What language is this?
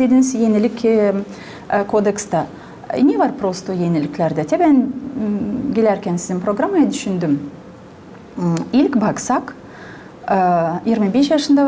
Gagauz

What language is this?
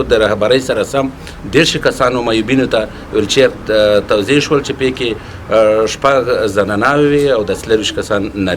Pashto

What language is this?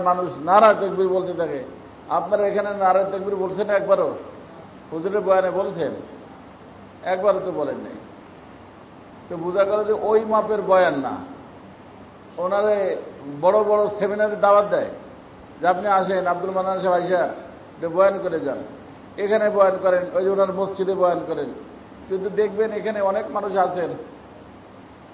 Bangla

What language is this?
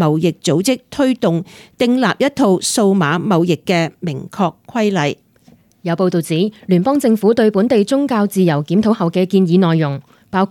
Cantonese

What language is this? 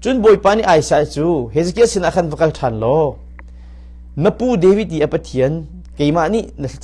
Hakha Chin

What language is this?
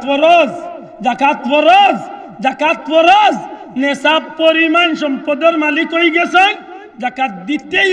Sylheti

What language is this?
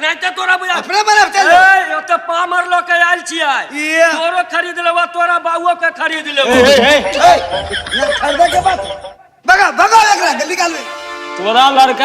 Maithili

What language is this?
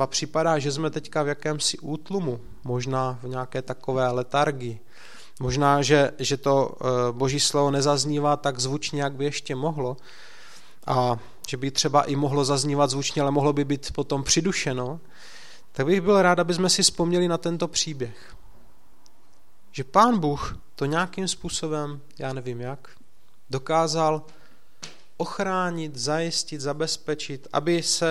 Czech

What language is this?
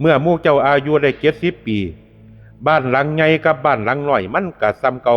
Northeastern Thai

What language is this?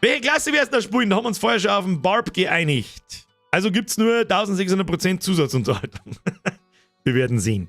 Bavarian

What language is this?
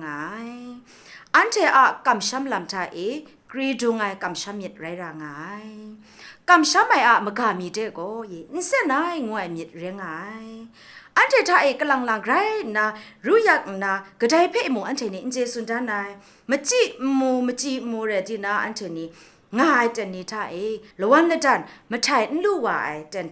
Kachin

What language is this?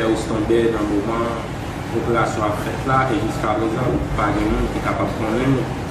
Haitian Creole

